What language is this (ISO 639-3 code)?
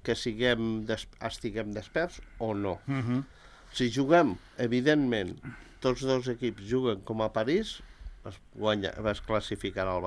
cat